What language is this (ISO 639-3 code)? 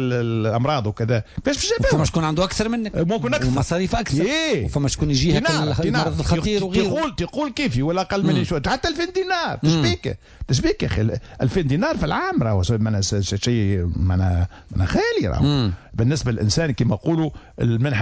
aeb